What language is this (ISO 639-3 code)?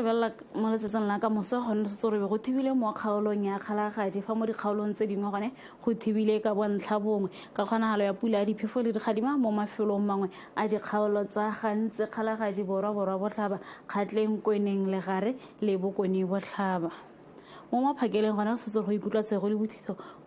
tsn